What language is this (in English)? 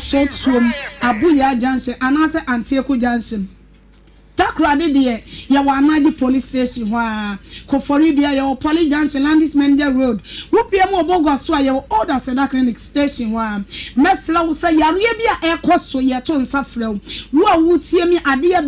Akan